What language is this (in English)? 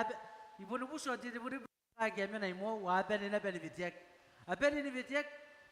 Gilbertese